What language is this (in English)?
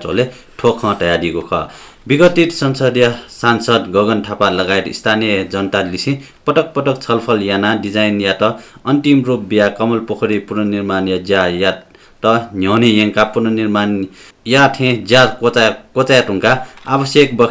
Newari